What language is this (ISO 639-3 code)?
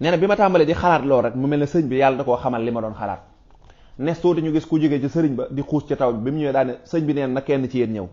wol